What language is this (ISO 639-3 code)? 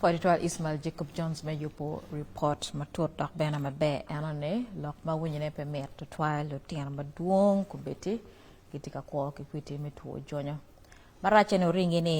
ach